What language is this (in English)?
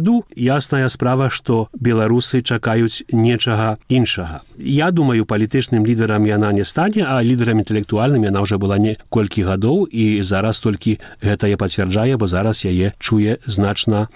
Belarusian